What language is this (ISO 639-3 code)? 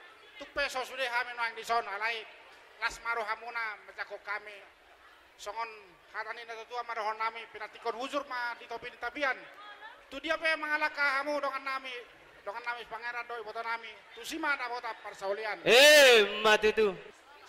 bbc